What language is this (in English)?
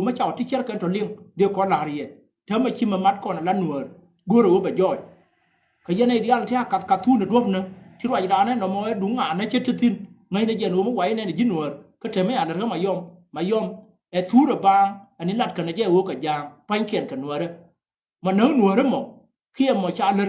Nuer